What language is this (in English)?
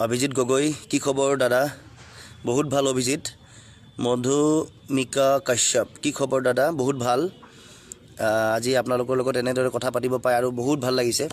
Assamese